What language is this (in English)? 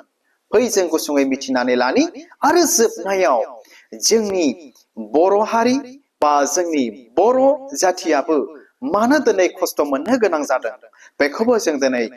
Bodo